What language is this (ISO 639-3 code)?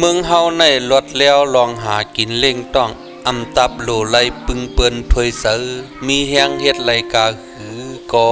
shn